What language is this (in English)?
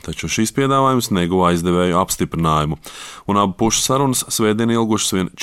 Latvian